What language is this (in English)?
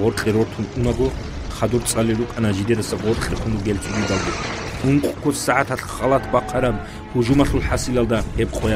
Avaric